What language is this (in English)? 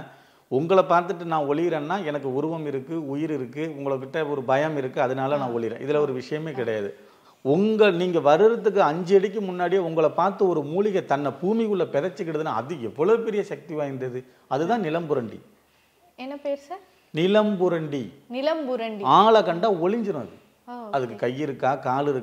Tamil